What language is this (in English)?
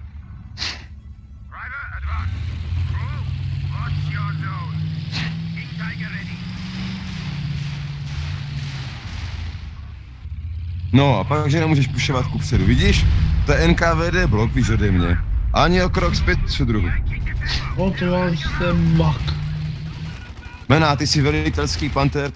Czech